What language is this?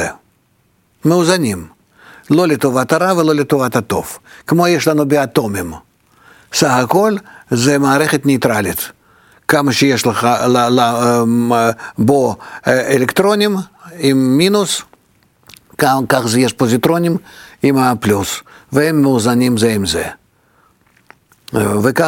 Hebrew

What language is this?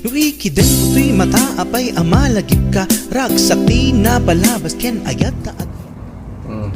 Iloko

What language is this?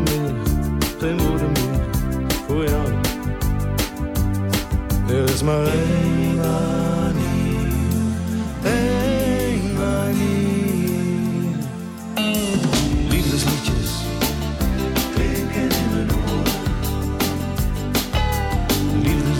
Dutch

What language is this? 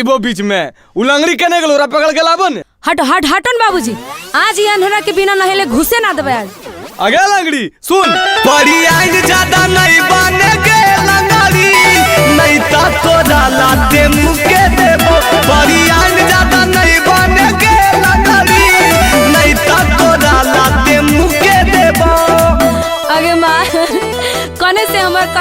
Magahi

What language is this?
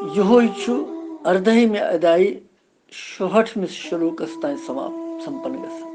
Kashmiri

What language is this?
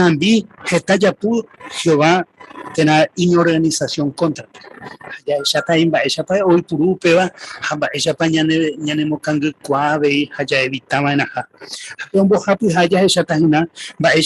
Guarani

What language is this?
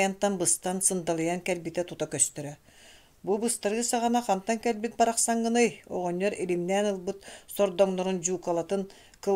Yakut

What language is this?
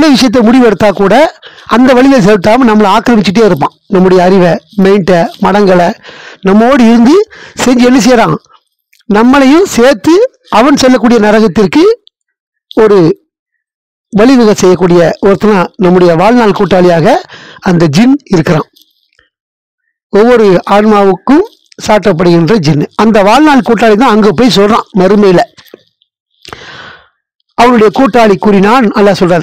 Tamil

